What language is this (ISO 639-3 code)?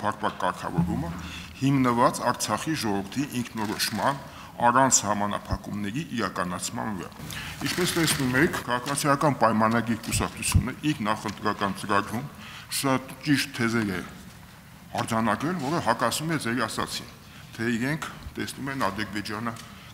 hye